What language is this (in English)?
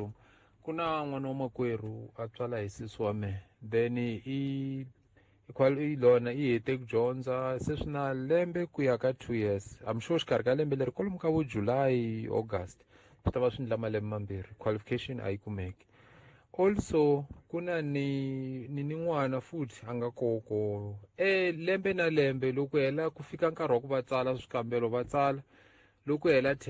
Tsonga